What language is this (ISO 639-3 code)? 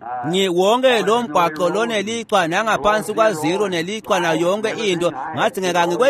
ssw